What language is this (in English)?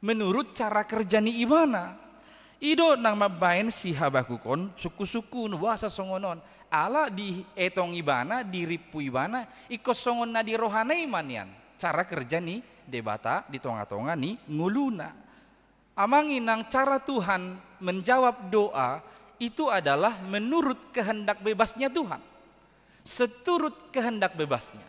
Batak Toba